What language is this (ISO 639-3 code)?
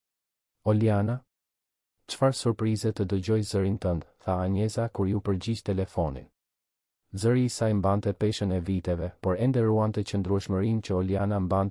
sqi